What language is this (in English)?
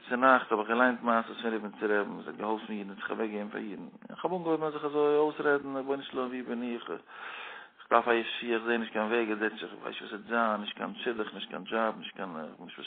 Yiddish